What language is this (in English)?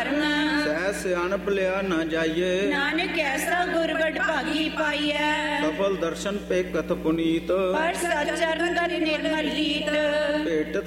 Punjabi